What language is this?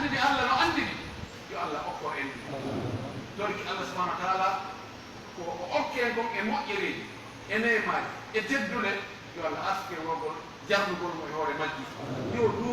Fula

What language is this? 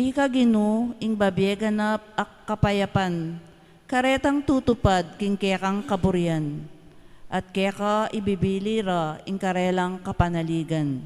Pampanga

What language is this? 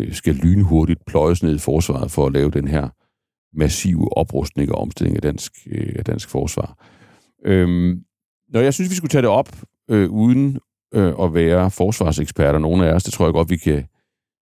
Danish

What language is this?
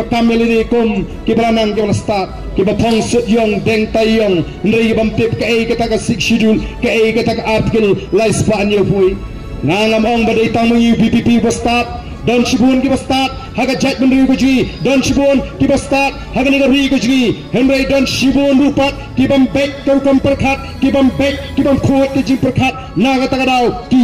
Khasi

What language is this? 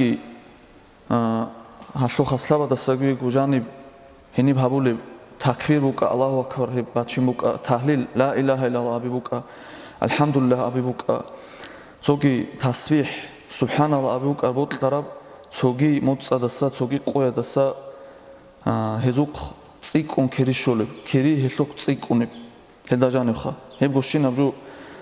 Avaric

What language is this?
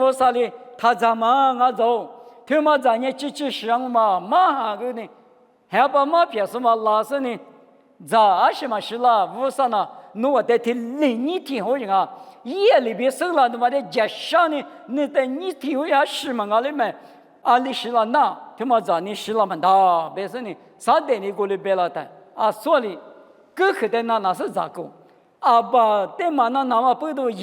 Lisu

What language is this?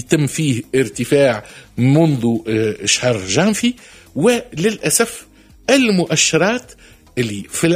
Tunisian Arabic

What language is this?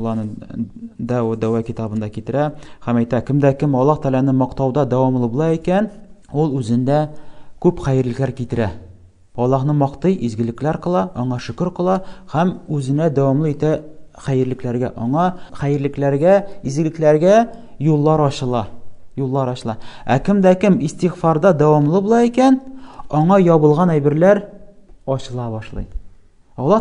Tatar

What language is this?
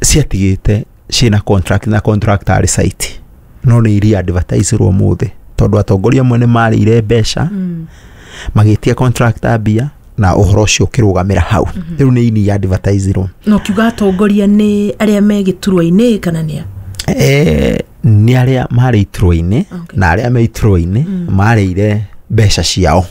Kikuyu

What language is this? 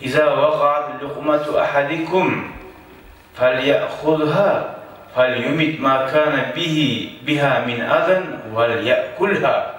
Kumyk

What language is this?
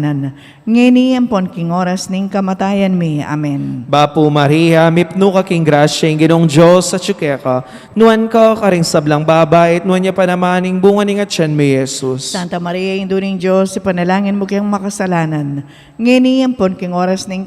Pampanga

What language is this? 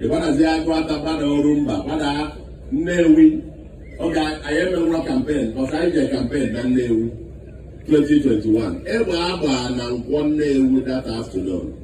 Igbo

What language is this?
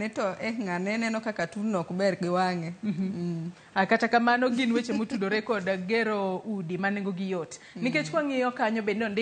Luo (Kenya and Tanzania)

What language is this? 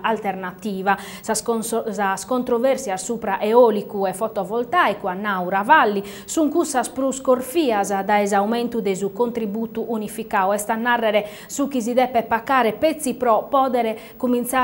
Sardinian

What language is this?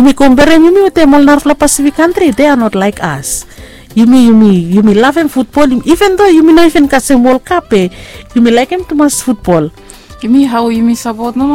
Bislama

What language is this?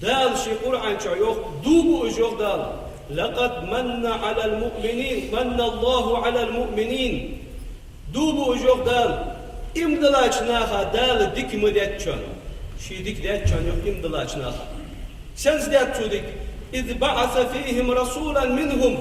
Ingush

